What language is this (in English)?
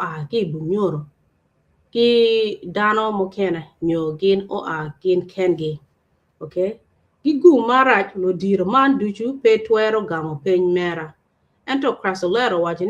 Acoli